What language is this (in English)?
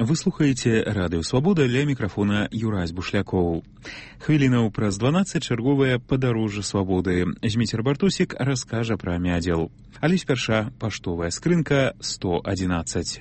Belarusian